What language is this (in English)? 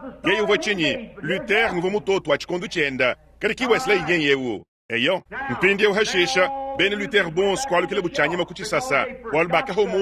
Luba-Lulua